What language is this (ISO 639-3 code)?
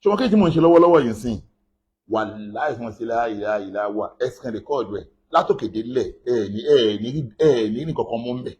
yor